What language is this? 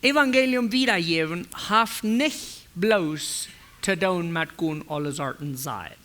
Plautdietsch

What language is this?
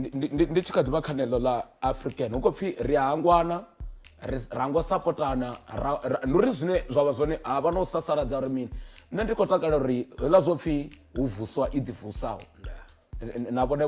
Venda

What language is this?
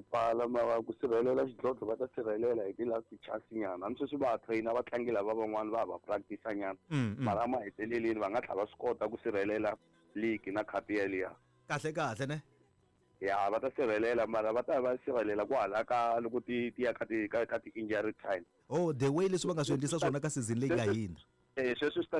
Tsonga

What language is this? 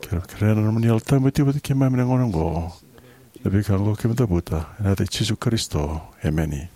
Fijian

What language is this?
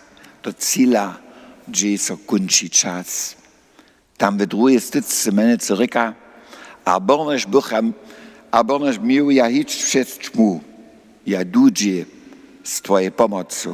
Upper Sorbian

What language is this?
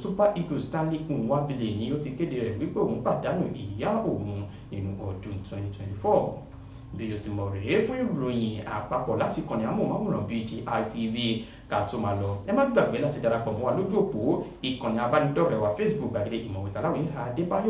Yoruba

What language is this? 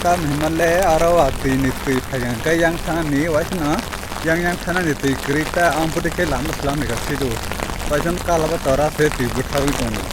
Kok Borok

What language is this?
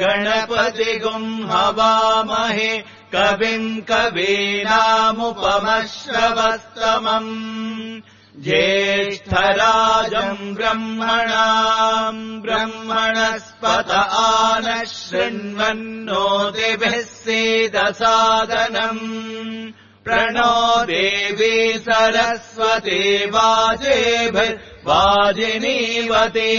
Sanskrit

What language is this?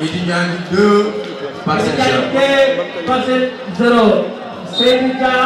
Fula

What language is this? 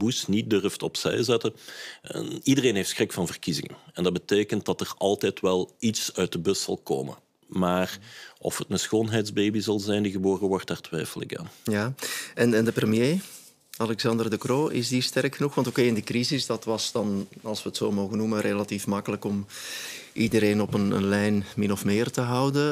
Dutch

